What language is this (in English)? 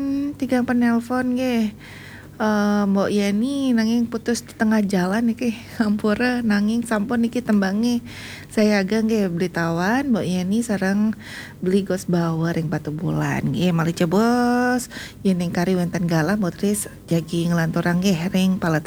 Balinese